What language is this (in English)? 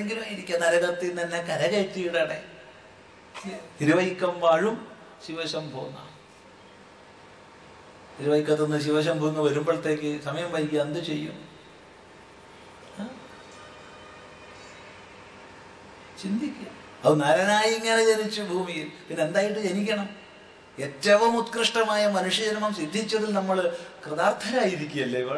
Malayalam